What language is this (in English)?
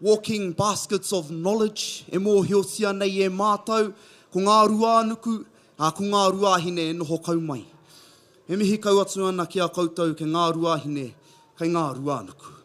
Māori